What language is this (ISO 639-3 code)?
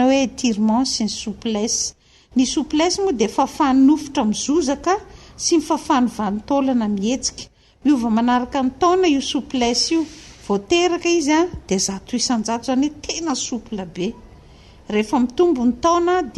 mlg